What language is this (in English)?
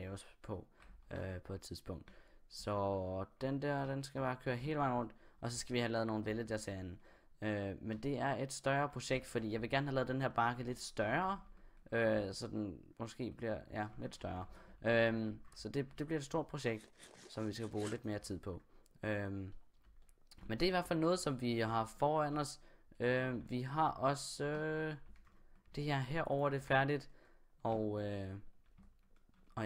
Danish